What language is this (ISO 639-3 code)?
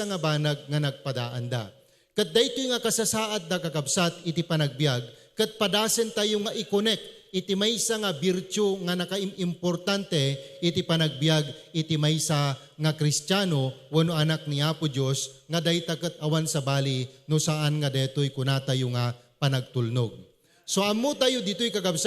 ilo